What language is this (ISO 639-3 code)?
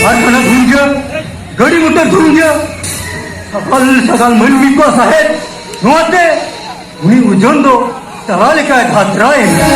sat